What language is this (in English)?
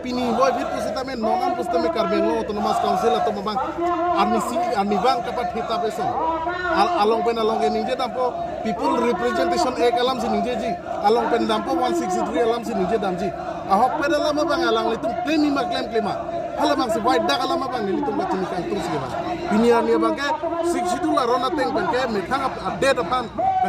Karbi